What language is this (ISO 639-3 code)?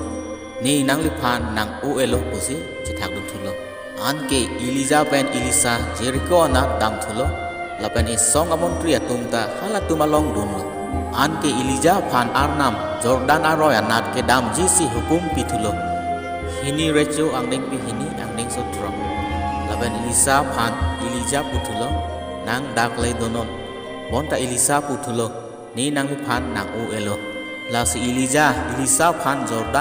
mjw